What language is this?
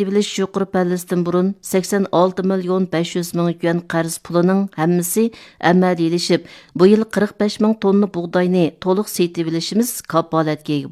Uyghur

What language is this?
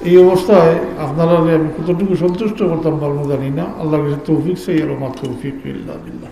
Sylheti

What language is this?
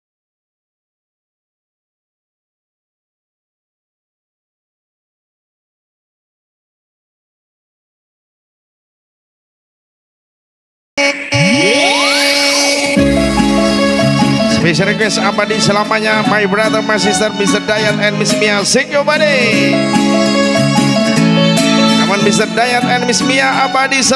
Indonesian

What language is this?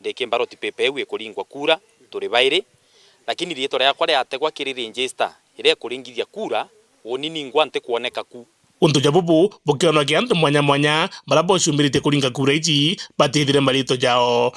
Meru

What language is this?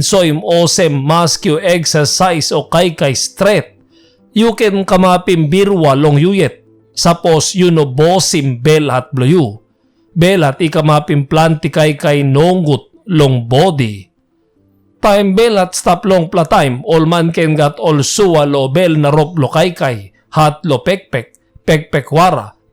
Tok Pisin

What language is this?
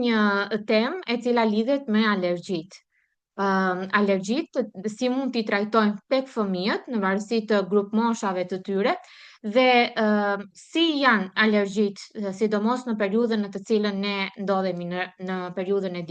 Albanian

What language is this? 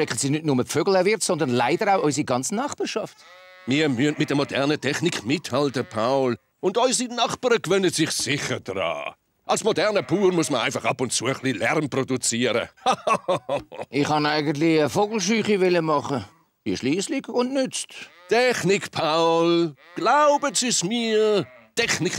Swiss German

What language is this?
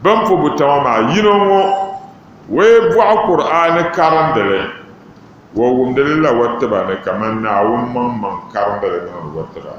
Dagbani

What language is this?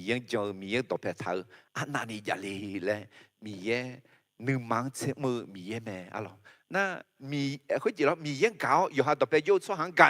Akha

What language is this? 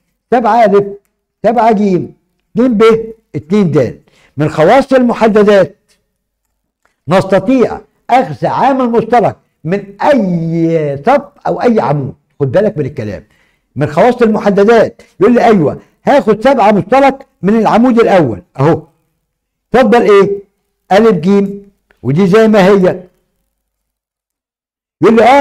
Egyptian Arabic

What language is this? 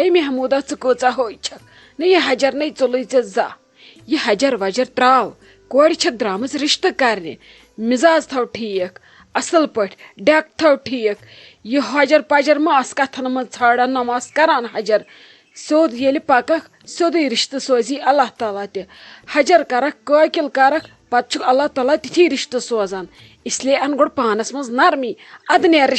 Kashmiri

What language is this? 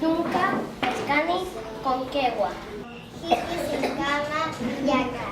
Aymara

